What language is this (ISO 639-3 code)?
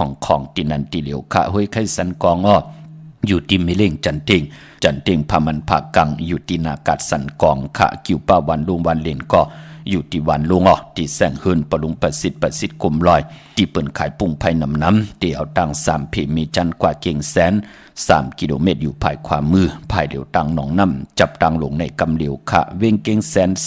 shn